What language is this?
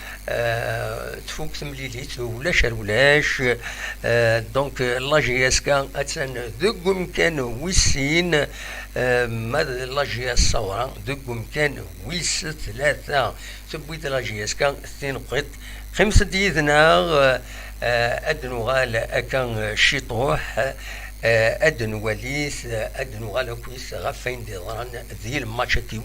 Kabyle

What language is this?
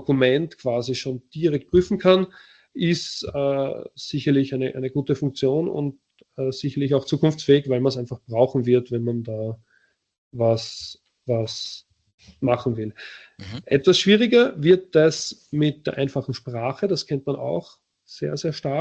German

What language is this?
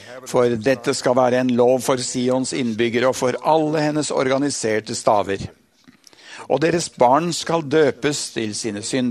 Norwegian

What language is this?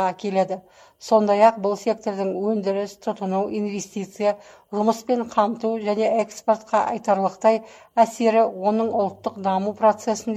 Kazakh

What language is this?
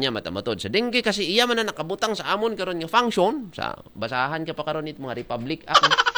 Aklanon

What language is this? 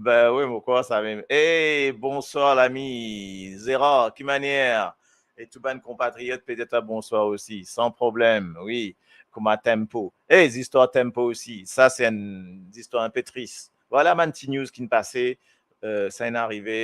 Morisyen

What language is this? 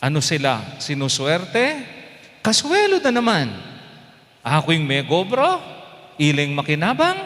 Pampanga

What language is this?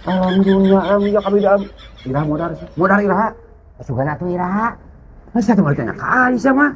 Sundanese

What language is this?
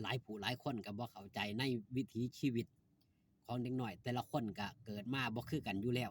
Northeastern Thai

